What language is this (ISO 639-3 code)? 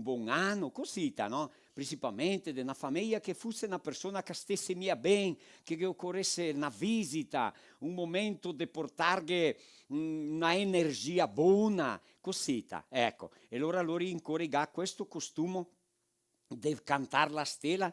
vec